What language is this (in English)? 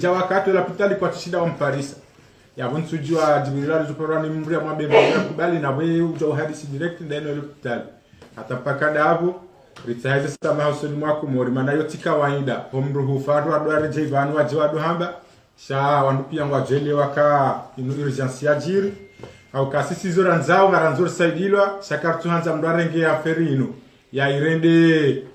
Ngazidja Comorian